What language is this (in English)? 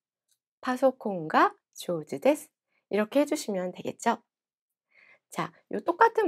Korean